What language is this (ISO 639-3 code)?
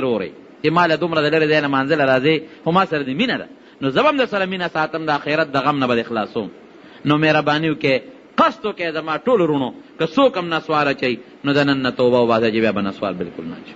pus